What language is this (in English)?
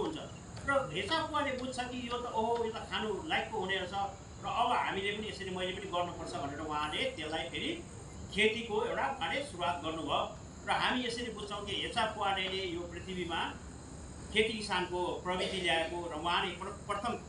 Nepali